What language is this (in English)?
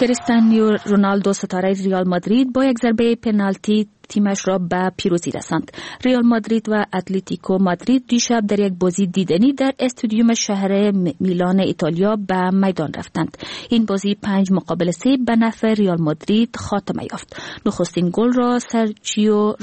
Persian